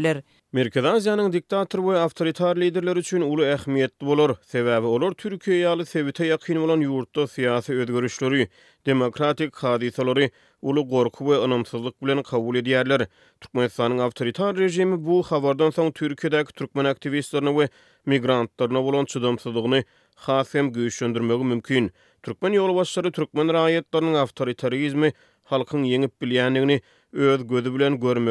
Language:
Turkmen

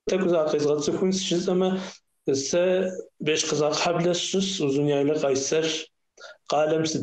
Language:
Kabardian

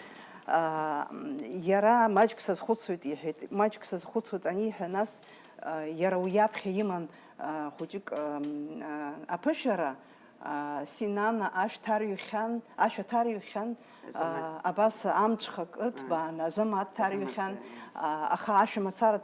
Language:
Abkhazian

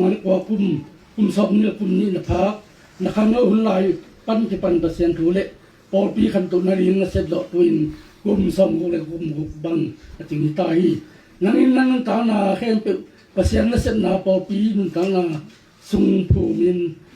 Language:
Tedim Chin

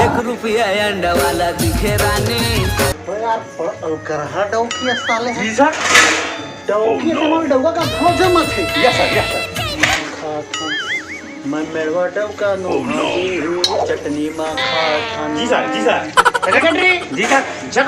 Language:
Chhattisgarhi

